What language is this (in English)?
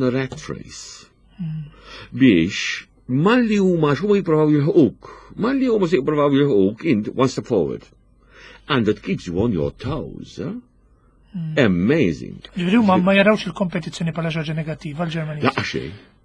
Maltese